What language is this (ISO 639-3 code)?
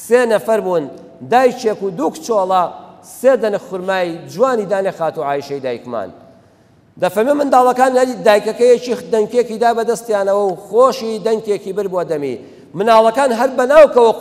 ckb